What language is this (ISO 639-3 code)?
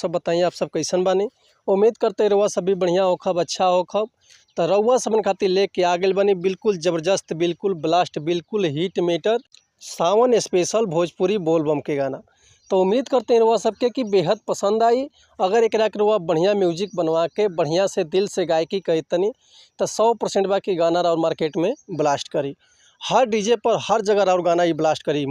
bho